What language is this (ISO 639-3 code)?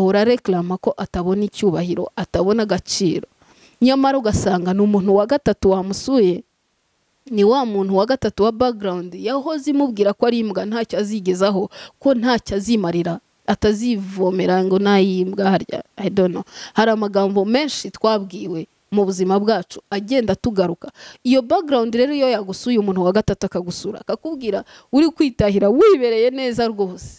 kin